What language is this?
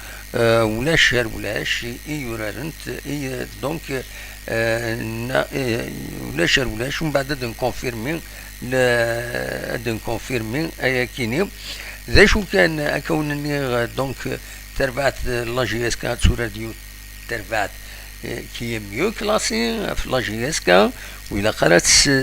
Kabyle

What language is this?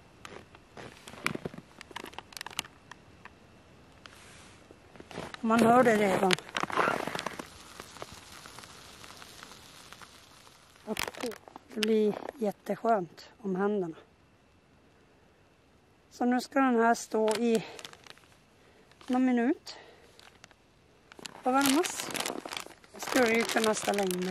Swedish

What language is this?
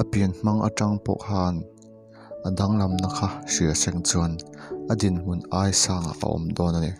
Mizo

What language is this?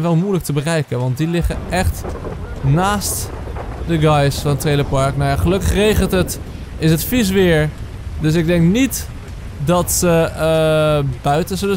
Dutch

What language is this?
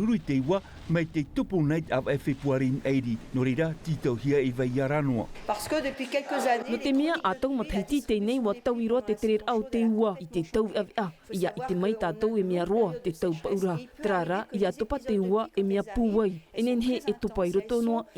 Tahitian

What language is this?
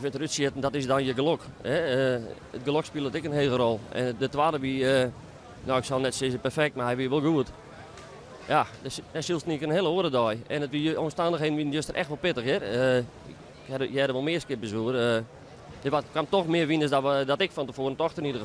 Western Frisian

